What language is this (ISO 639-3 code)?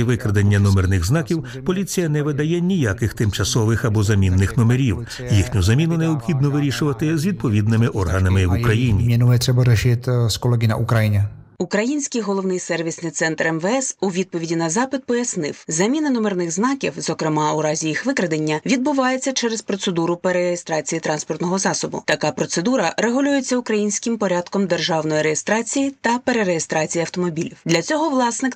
ukr